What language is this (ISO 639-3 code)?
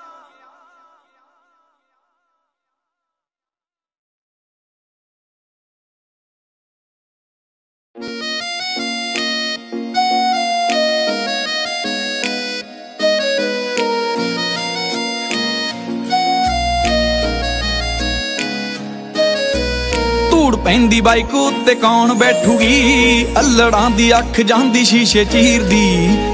pan